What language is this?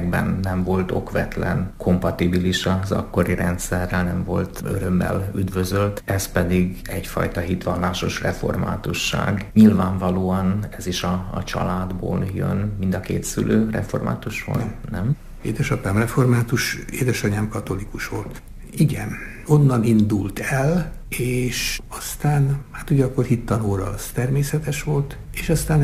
Hungarian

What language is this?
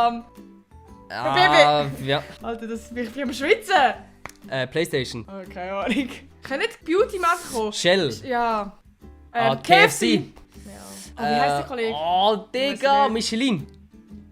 Swiss German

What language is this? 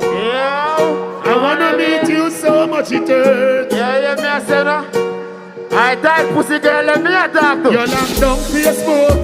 Jamaican Creole English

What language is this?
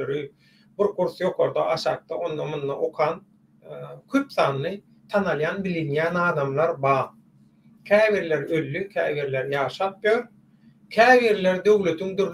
Turkmen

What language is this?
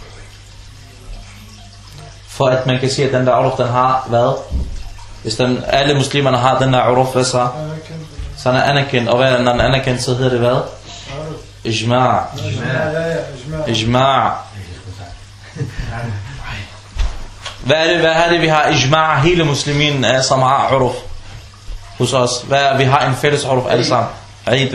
Danish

